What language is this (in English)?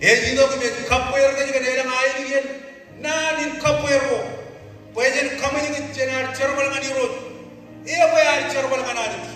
Marshallese